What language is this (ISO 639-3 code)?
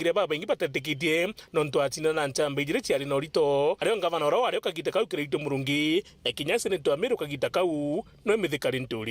mer